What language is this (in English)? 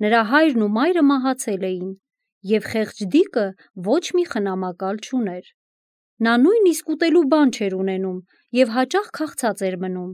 Armenian